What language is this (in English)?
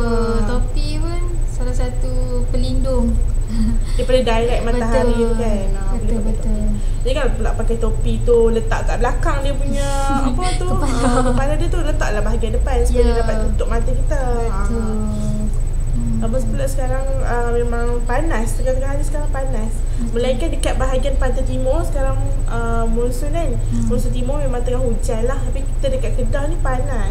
Malay